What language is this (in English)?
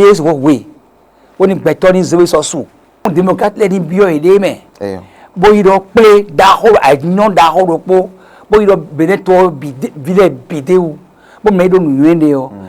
Fon